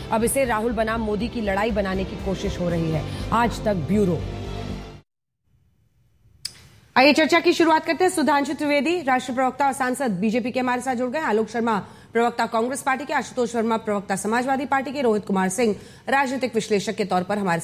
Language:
Hindi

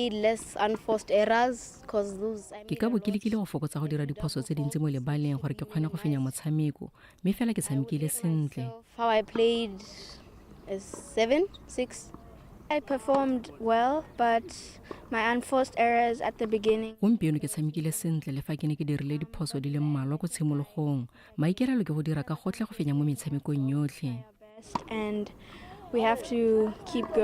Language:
Tswana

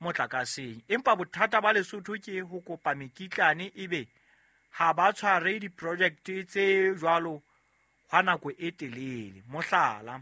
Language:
Southern Sotho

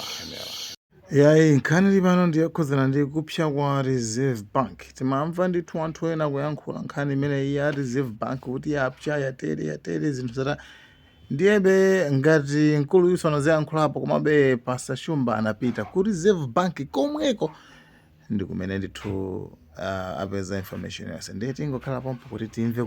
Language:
Nyanja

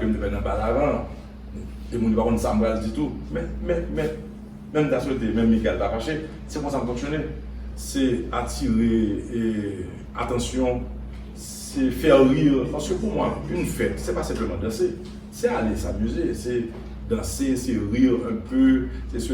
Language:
Haitian Creole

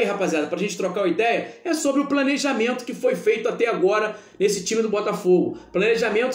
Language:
Portuguese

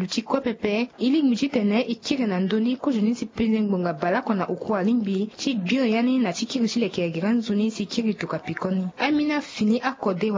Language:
Sango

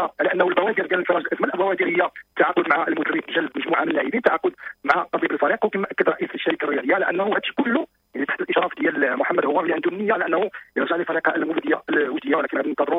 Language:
Moroccan Arabic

